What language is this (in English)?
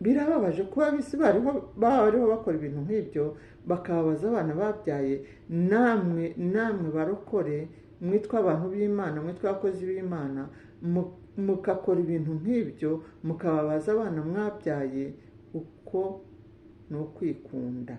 Kinyarwanda